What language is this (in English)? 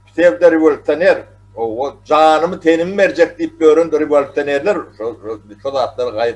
Turkmen